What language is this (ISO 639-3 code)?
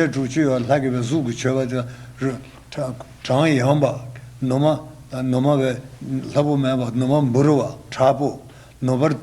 bod